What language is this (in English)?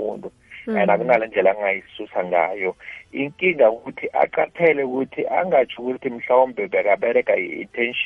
South Ndebele